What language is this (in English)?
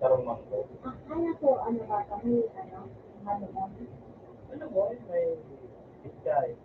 Bikol